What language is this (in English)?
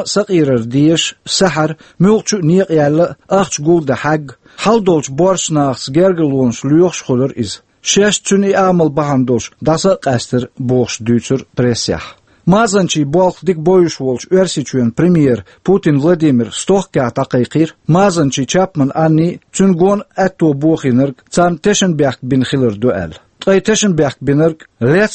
Chechen